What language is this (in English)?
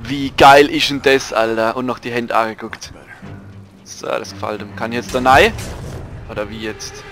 Palatine German